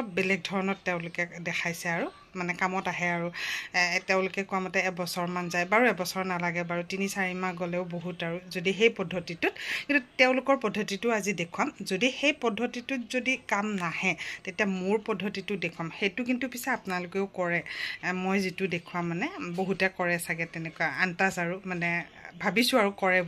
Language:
Assamese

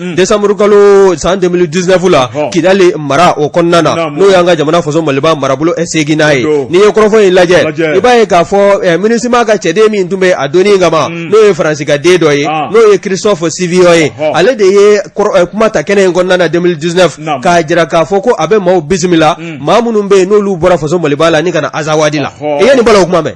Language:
Bambara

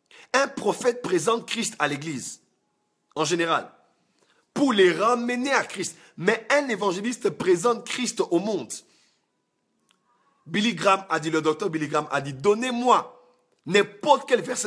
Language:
French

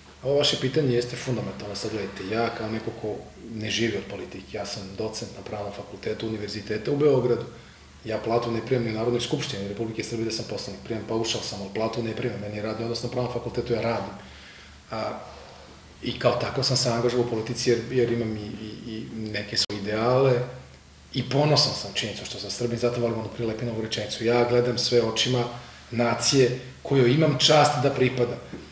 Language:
Serbian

